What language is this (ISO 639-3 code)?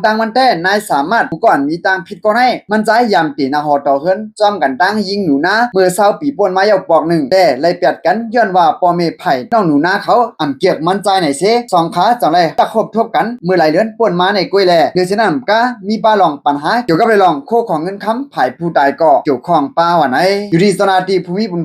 shn